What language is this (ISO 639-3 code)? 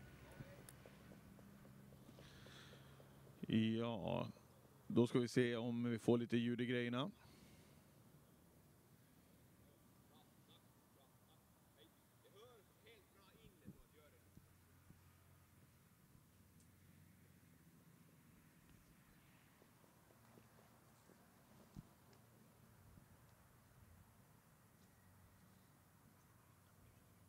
swe